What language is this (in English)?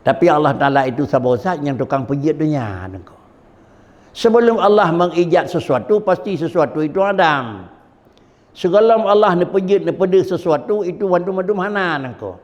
Achinese